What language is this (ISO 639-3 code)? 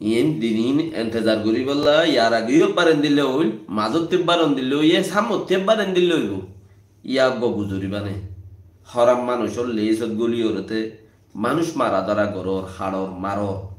rhg